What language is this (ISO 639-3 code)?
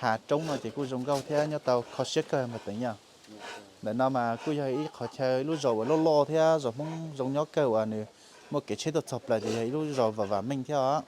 hmn